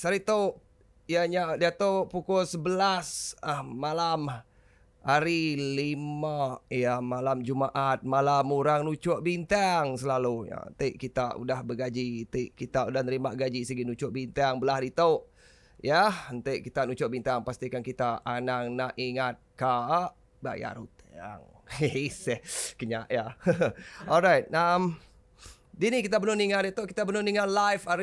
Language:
Iban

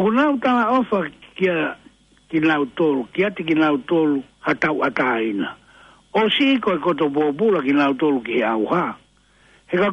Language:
Tongan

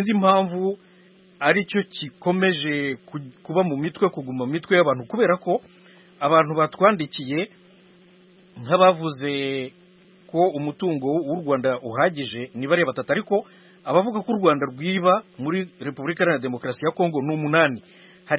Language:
Kinyarwanda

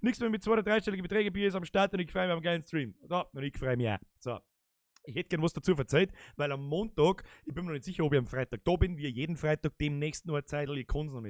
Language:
Bavarian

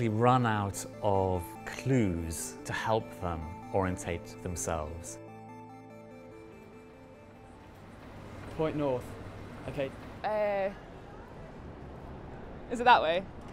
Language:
English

